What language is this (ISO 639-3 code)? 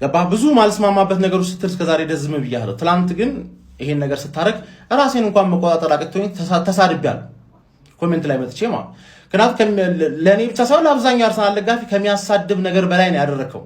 amh